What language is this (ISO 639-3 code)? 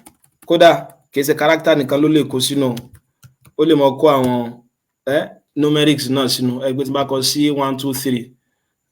yor